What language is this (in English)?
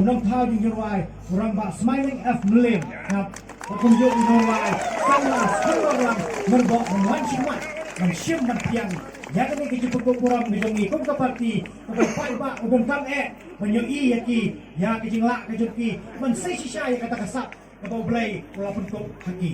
Khasi